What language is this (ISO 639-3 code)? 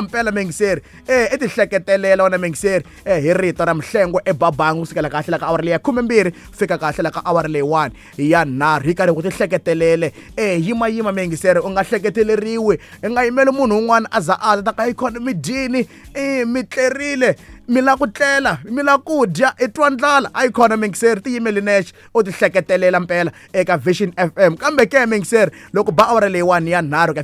tso